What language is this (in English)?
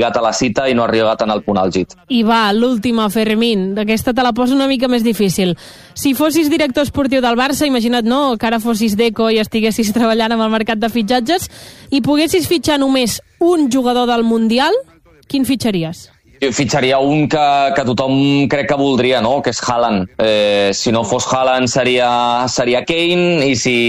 Catalan